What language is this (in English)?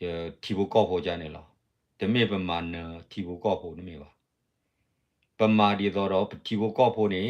S'gaw Karen